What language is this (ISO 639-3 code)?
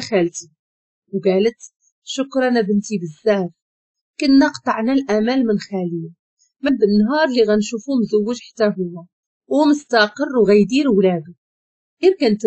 ary